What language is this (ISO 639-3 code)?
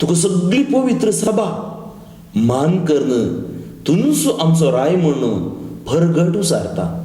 kok